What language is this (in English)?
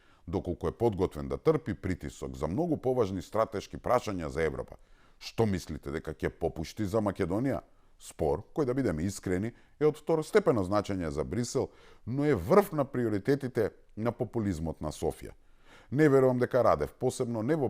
Macedonian